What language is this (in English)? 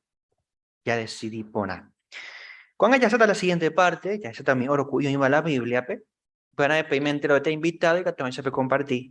Guarani